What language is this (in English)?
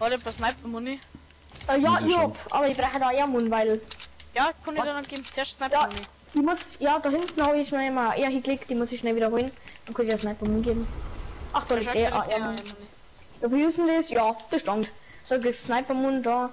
Bavarian